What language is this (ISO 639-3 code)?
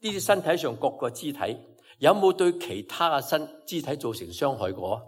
yue